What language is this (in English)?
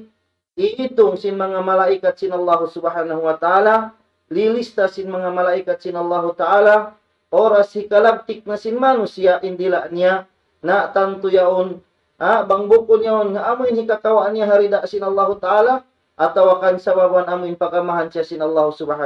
Tausug